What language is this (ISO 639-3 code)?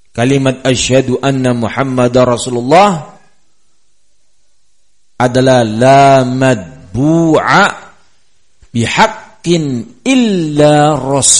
ind